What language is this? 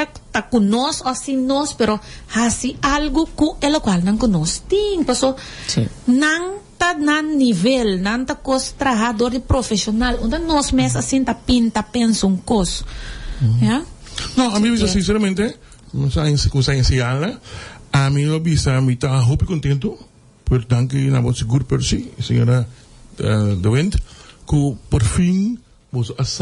Papiamento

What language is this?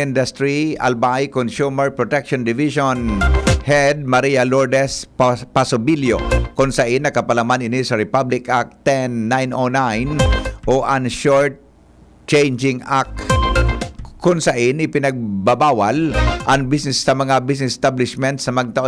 Bikol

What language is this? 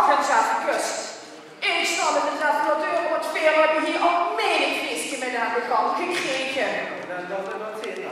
Limburgish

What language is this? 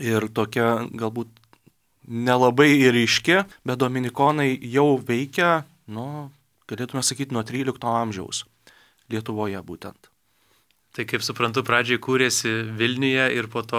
Lithuanian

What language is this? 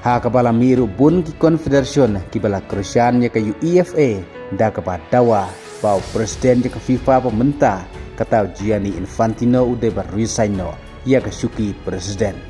Khasi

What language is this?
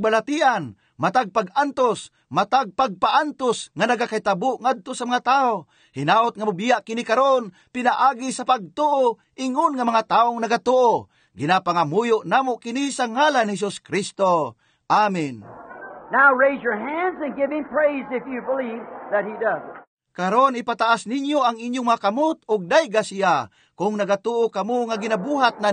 Cebuano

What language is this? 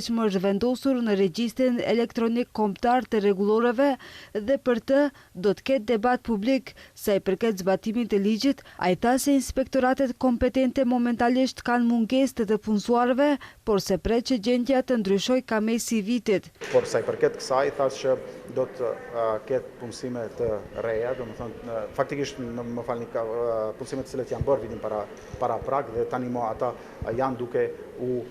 Albanian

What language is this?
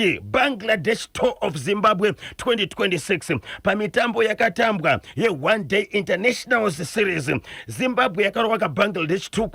Shona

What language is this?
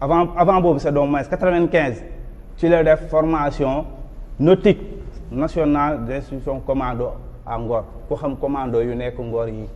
Wolof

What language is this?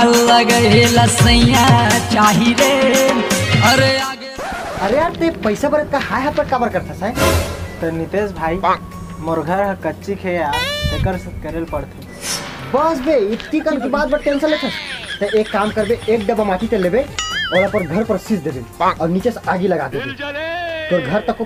Chhattisgarhi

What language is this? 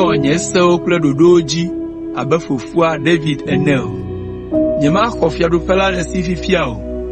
Ewe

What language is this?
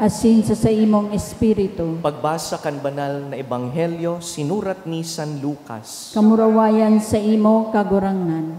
Bikol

